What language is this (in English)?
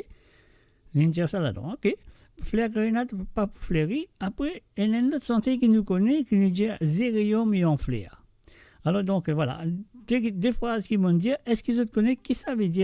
Morisyen